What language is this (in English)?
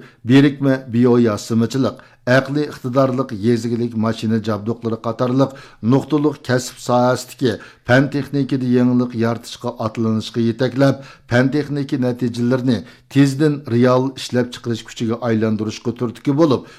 Uyghur